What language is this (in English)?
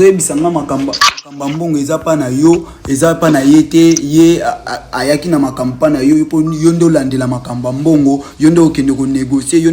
Lingala